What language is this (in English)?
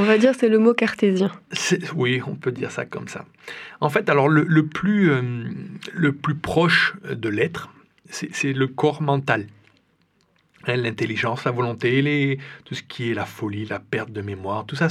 French